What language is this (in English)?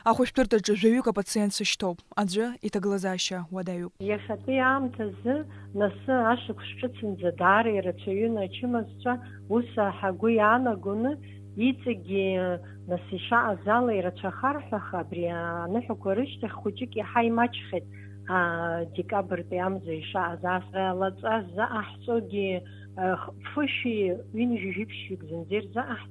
Abkhazian